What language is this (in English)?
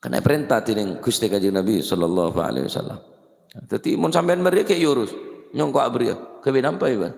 Madurese